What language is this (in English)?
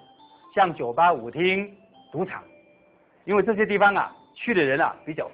Chinese